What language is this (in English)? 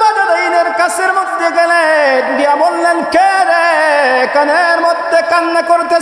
Sylheti